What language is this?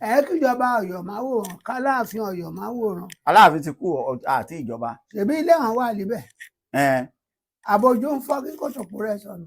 Yoruba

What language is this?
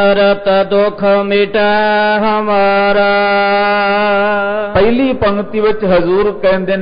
Punjabi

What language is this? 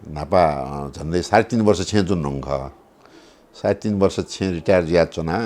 Newari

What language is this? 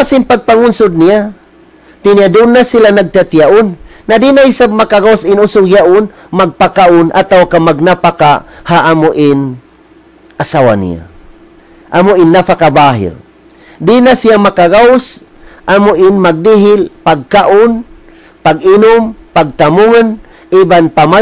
Tausug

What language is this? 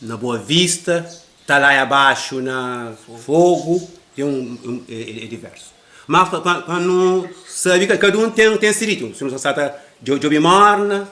Kabuverdianu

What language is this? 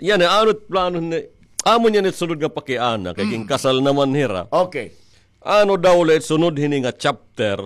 Waray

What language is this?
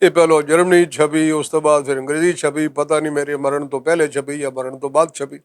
Western Panjabi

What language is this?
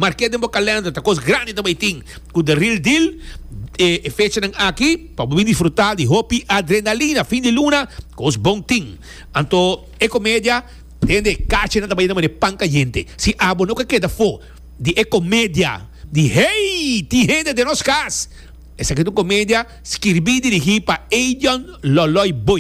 Papiamento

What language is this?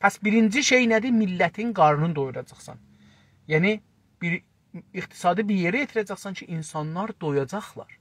South Azerbaijani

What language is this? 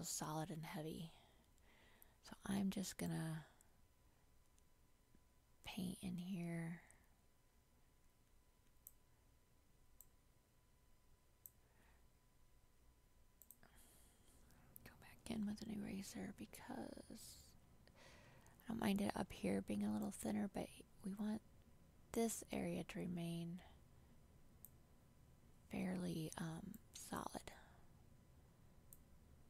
English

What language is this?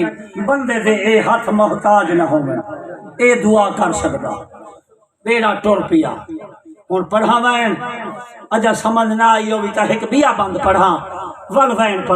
Saraiki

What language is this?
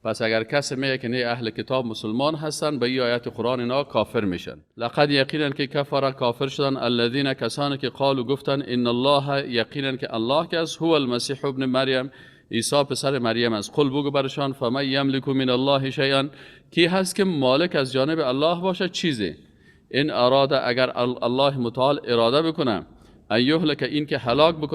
Persian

